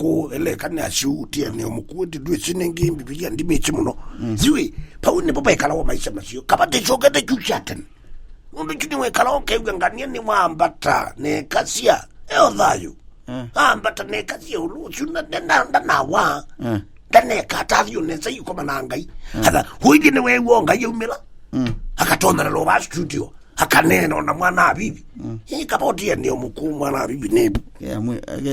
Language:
Kamba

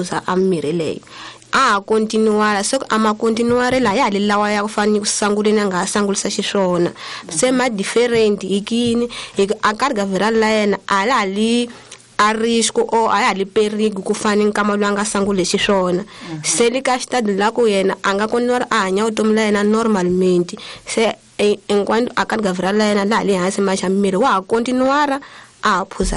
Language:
Tsonga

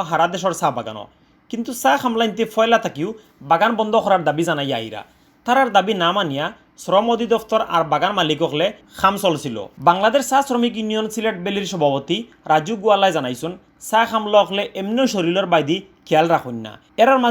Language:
Sylheti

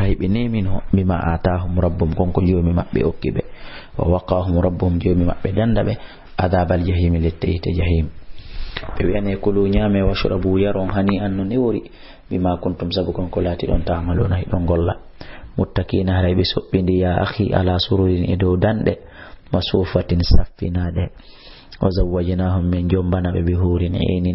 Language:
Fula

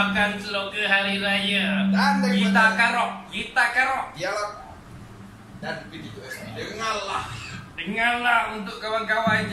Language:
Malay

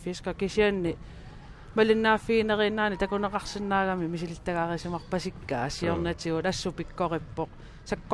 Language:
Kalaallisut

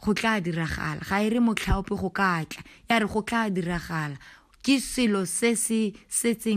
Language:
Tswana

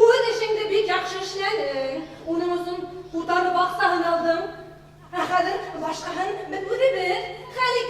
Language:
Bashkir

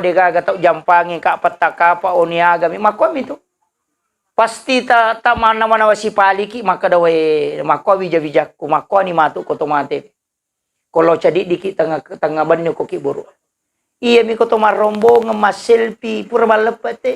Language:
Buginese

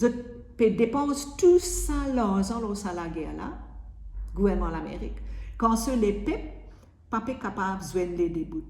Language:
Morisyen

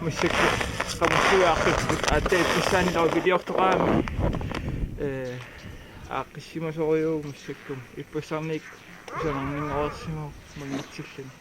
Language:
Kalaallisut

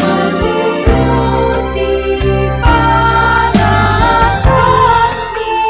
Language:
Batak Simalungun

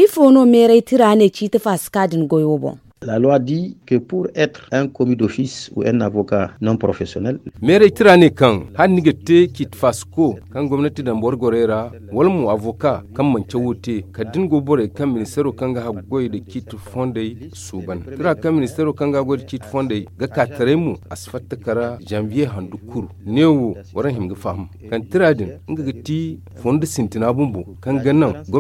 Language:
Zarma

